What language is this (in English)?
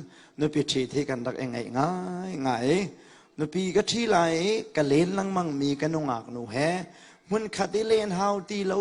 Hakha Chin